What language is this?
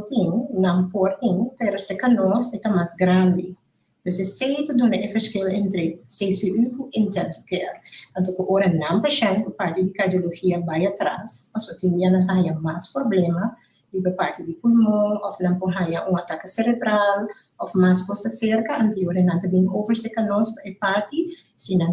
Papiamento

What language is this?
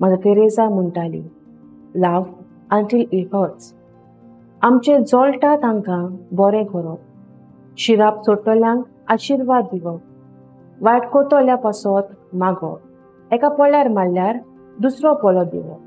Konkani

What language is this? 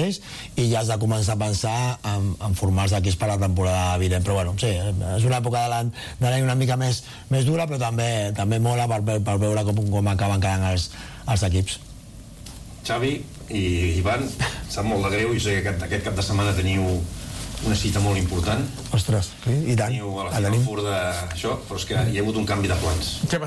Catalan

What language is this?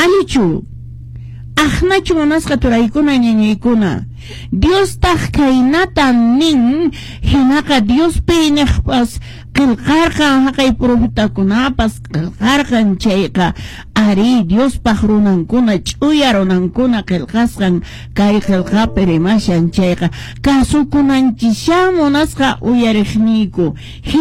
Quechua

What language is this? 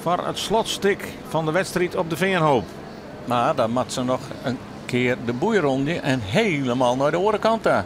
Western Frisian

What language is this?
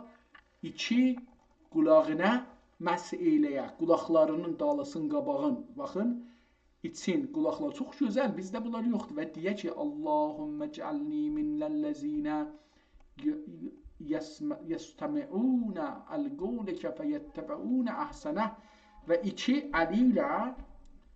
South Azerbaijani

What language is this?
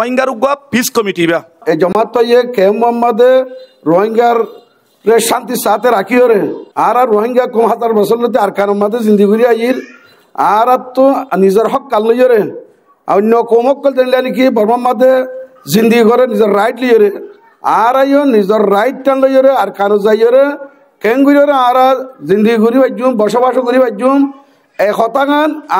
Rohingya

